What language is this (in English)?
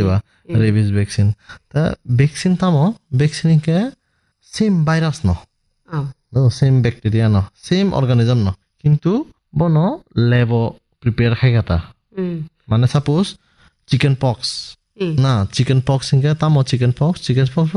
Bangla